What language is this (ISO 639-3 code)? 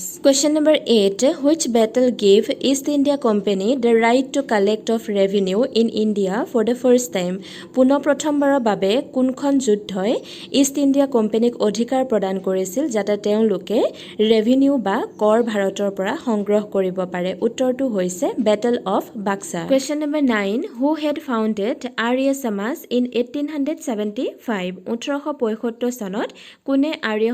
asm